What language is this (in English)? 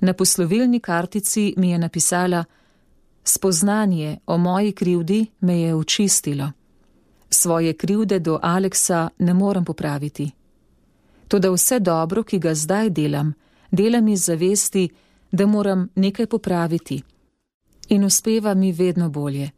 Slovenian